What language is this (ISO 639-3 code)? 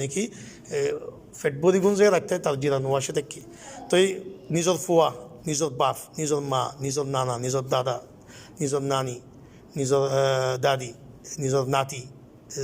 rhg